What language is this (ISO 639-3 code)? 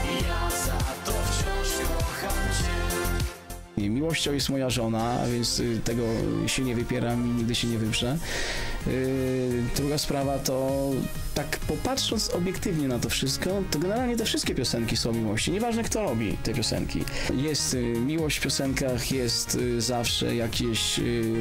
pol